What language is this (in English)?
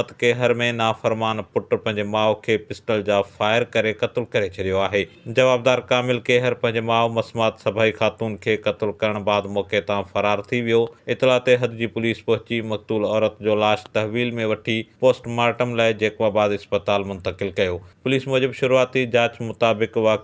Sindhi